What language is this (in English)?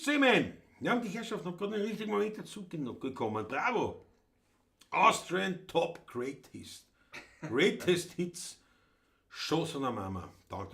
Bavarian